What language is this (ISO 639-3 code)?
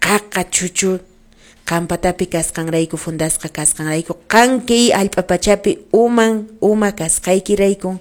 que